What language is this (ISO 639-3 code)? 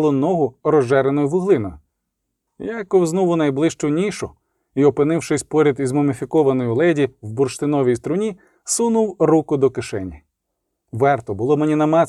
ukr